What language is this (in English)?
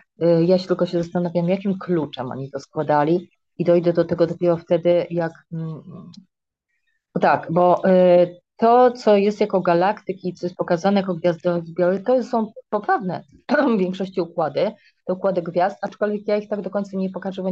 Polish